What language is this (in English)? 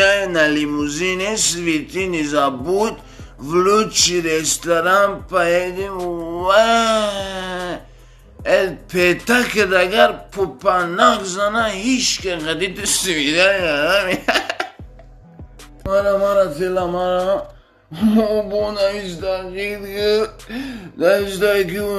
Tajik